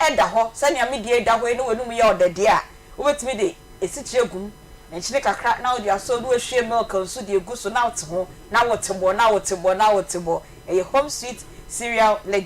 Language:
Akan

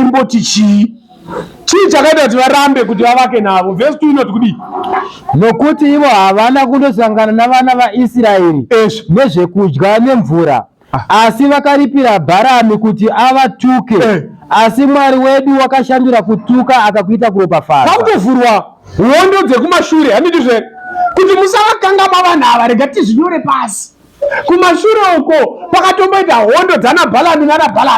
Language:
Shona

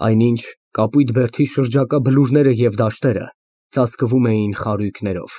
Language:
Armenian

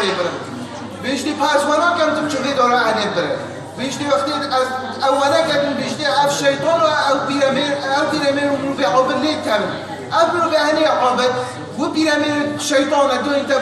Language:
Kurdish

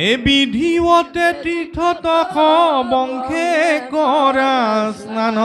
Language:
Assamese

